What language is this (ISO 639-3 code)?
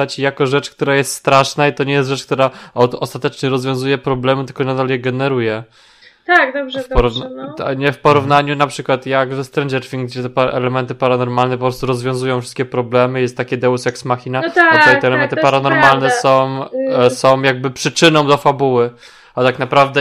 pol